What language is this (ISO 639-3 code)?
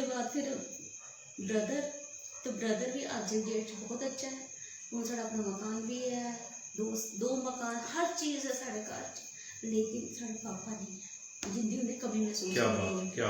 doi